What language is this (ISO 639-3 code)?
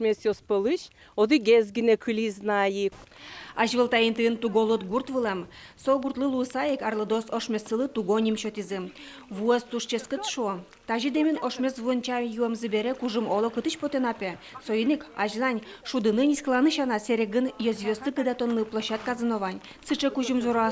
udm